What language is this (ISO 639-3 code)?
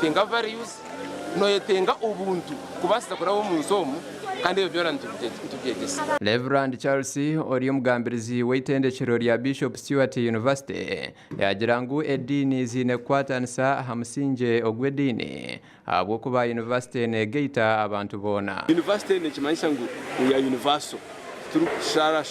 nyn